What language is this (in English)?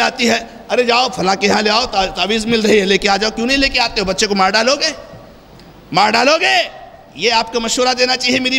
Urdu